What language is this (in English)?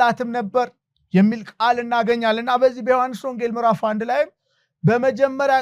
Amharic